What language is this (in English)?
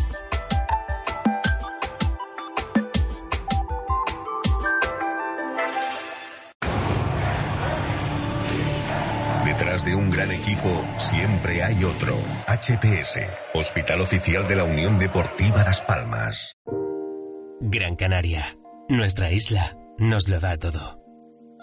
Spanish